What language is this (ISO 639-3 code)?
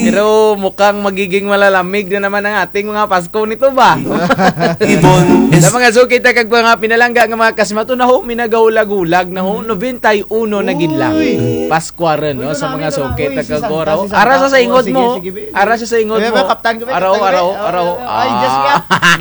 krj